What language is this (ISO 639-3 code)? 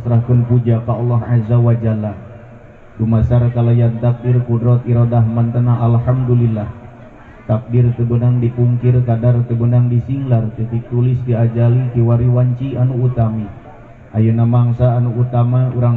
sun